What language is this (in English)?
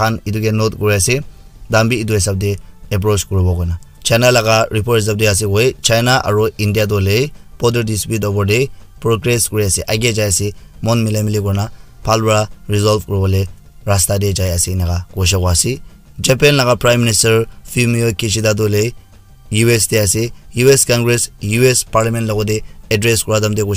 Naga Pidgin